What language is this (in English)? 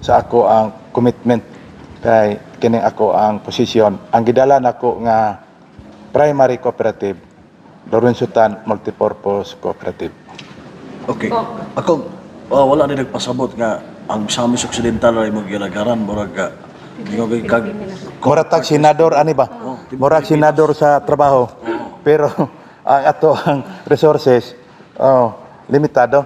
Cebuano